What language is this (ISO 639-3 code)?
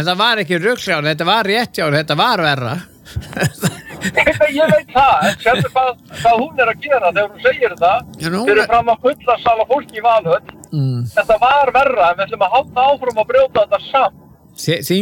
isl